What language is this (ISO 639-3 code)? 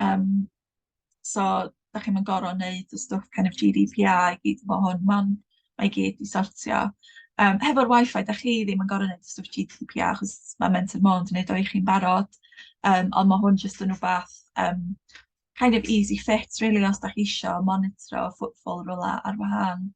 cym